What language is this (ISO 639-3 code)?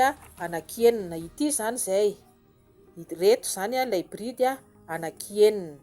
mlg